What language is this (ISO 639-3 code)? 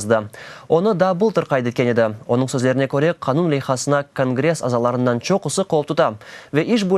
crh